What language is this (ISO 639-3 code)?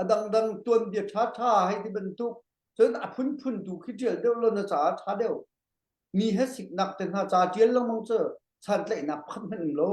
cnh